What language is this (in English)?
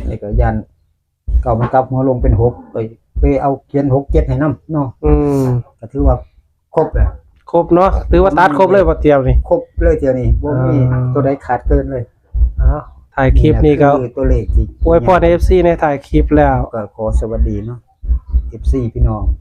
Northeastern Thai